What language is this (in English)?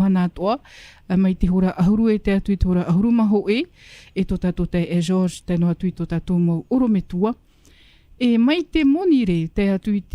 Tahitian